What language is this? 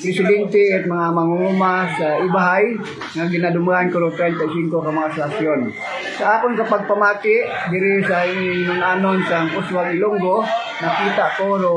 Hiligaynon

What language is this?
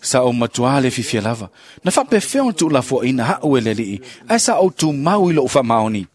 Samoan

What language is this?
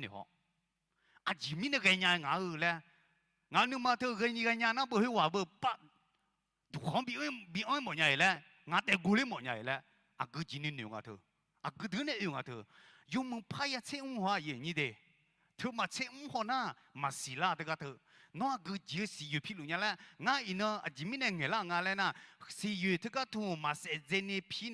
Akha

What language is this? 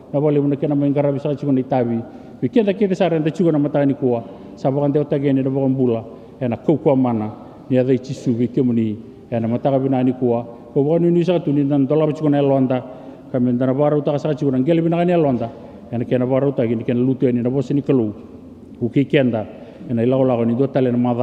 Fijian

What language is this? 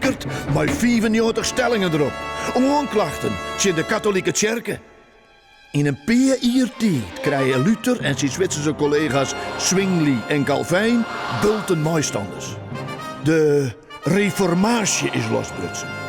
Western Frisian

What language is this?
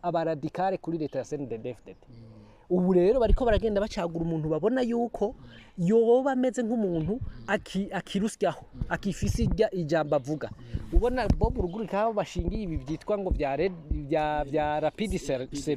Rundi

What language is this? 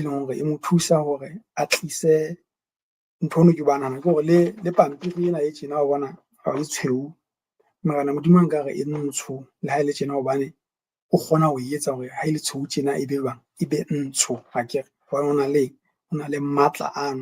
Southern Sotho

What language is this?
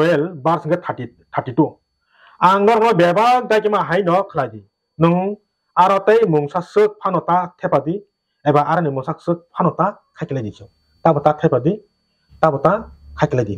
Kok Borok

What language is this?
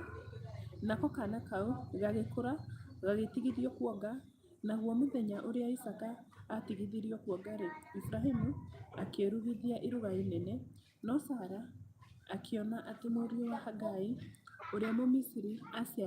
Kikuyu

